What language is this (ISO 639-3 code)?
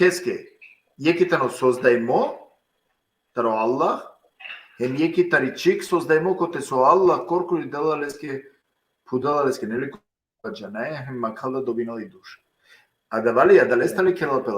rmn